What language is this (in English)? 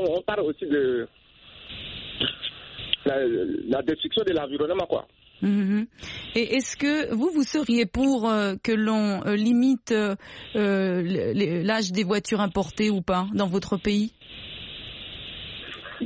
French